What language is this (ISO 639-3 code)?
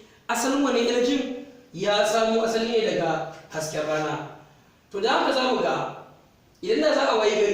hau